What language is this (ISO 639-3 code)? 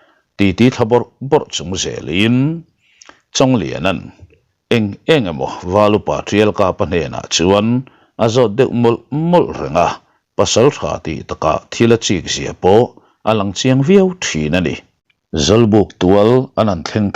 lus